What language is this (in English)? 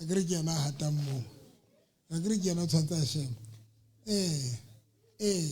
Southern Sotho